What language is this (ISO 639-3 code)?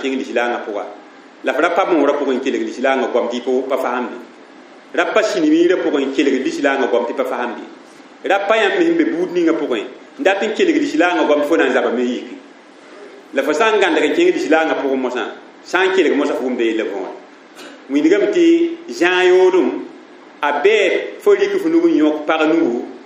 mos